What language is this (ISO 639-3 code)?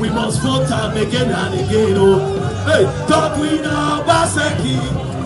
pcm